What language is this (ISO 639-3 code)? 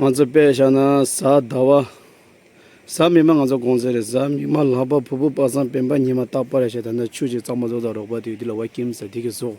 bod